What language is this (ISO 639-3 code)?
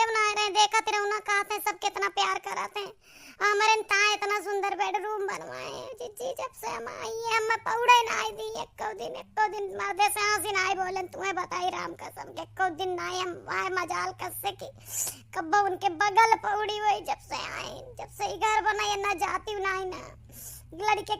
awa